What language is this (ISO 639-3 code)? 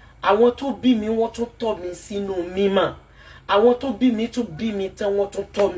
yor